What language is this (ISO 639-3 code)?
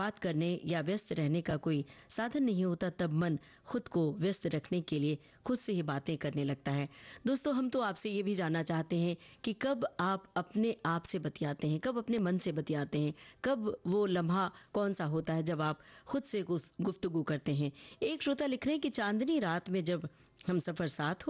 hin